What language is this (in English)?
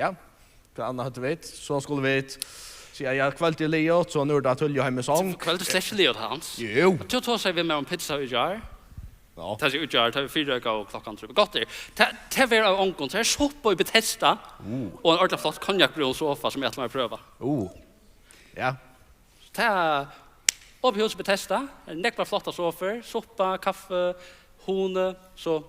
Faroese